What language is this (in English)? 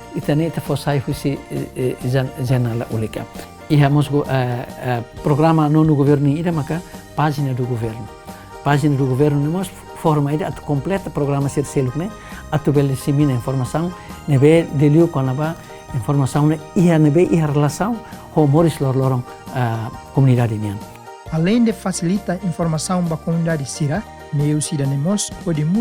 Tetum